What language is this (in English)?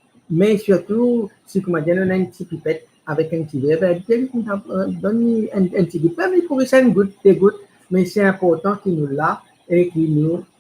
Morisyen